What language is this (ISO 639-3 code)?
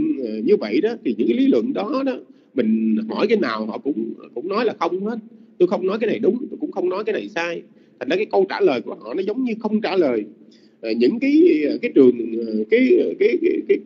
vie